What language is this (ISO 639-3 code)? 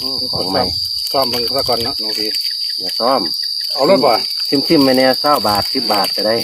tts